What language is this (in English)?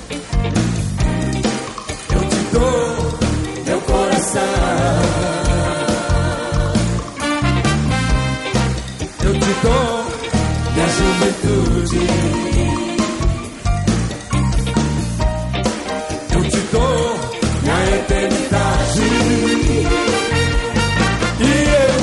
Portuguese